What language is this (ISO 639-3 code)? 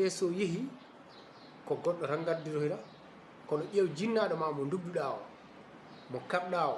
ful